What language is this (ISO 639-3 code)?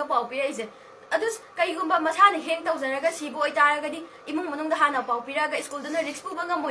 mni